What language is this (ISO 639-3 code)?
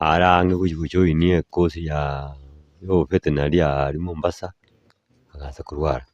guz